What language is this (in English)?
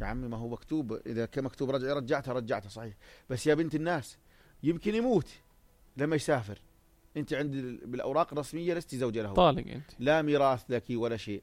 North Levantine Arabic